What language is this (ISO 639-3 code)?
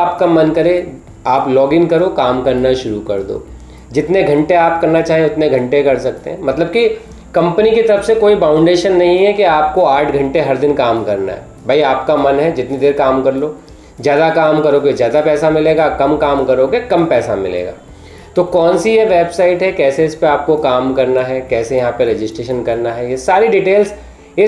hin